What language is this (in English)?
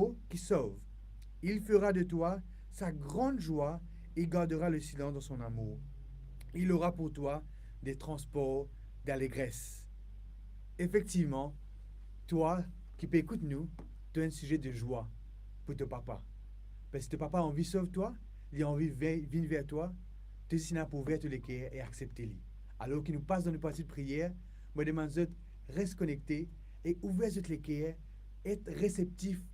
Morisyen